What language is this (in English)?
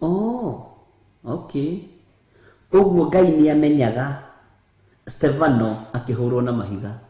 Kikuyu